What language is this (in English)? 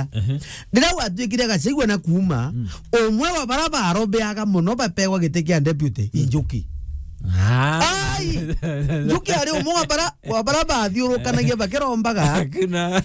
Meru